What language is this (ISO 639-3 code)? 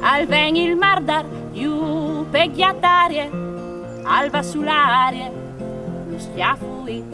fur